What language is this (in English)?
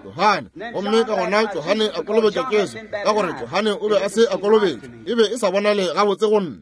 Northern Sotho